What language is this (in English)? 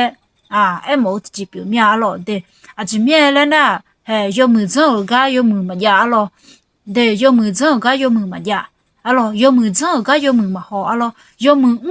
Akha